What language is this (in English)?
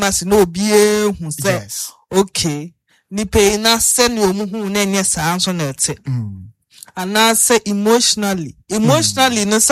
Akan